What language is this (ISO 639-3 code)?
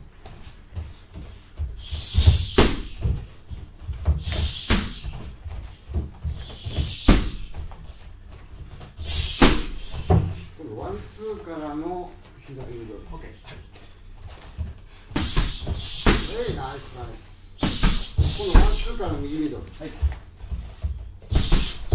jpn